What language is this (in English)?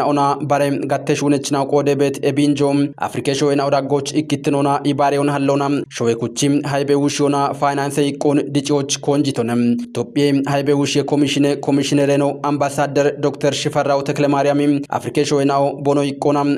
Kafa